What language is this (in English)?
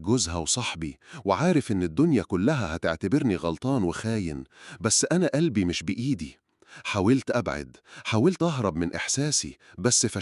Egyptian Arabic